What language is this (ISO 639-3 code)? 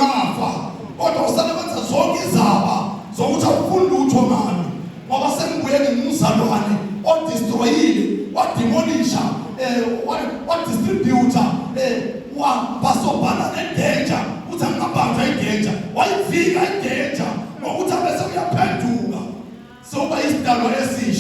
zul